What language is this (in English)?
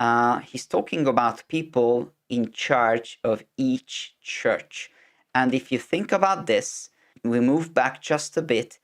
English